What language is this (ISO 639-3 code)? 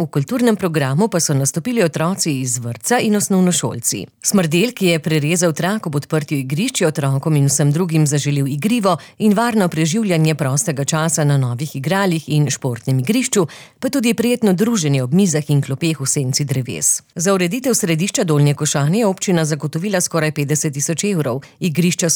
slv